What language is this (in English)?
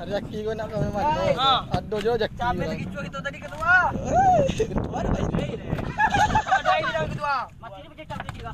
Minangkabau